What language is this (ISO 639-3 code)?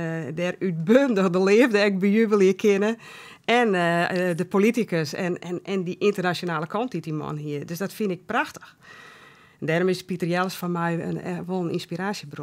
fry